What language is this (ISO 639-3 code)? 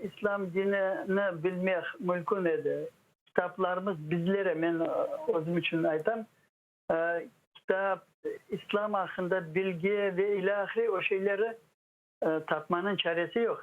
crh